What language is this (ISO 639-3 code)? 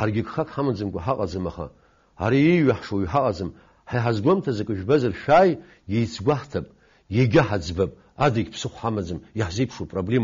abk